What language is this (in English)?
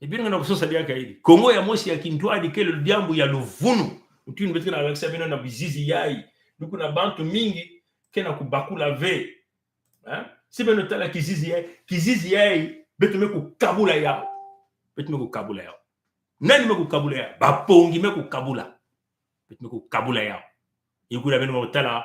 Kituba (Congo)